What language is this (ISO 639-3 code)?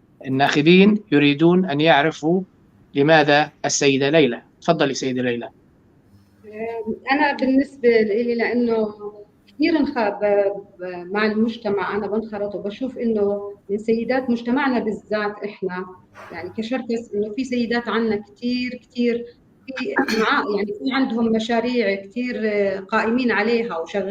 apc